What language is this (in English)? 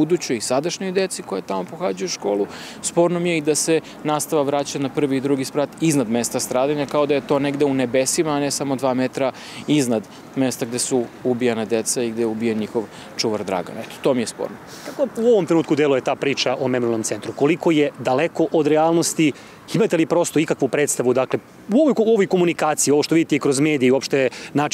Serbian